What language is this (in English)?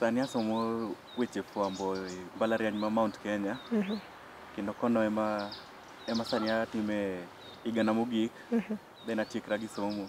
Luo (Kenya and Tanzania)